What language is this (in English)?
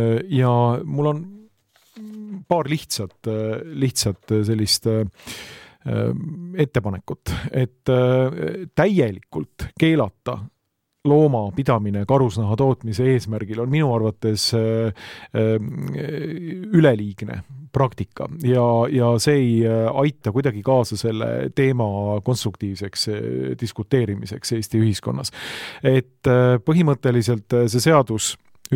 Estonian